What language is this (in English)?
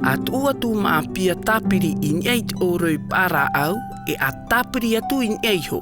Tahitian